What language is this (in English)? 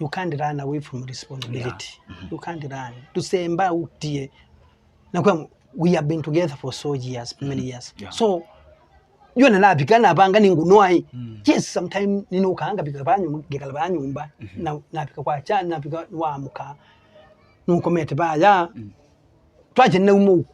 Kamba